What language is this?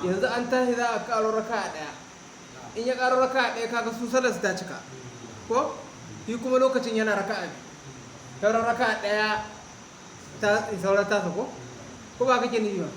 Hausa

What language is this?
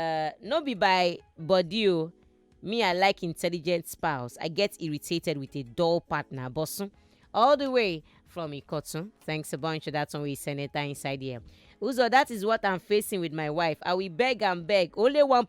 Nigerian Pidgin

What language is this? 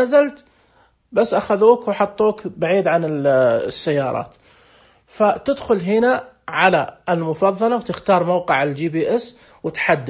Najdi Arabic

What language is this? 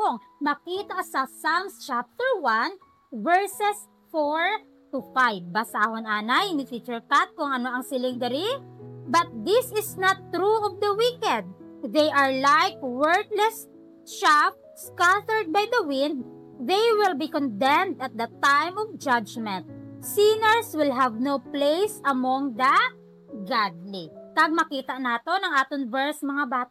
Hiligaynon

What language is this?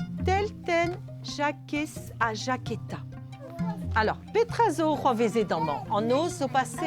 Breton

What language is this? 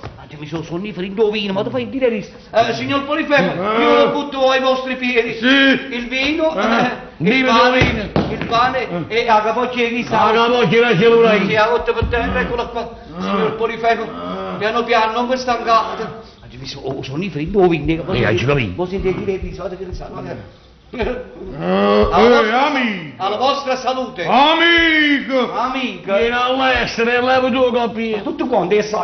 Neapolitan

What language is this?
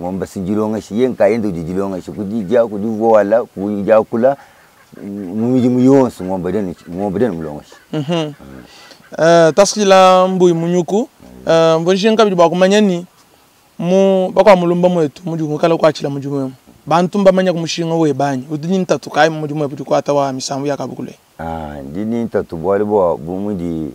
Luba-Lulua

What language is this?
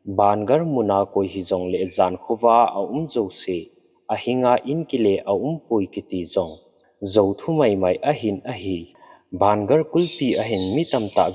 Thado Chin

